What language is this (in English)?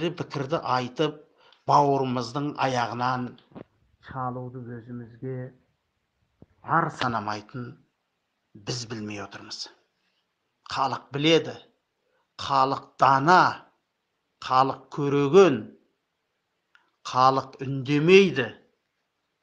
Kazakh